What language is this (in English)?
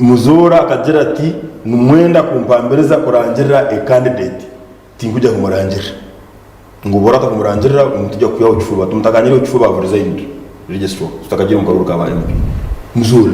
Nyankole